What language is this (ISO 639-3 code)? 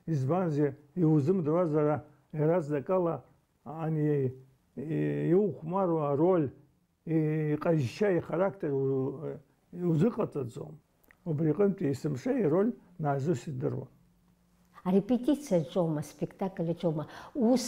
abk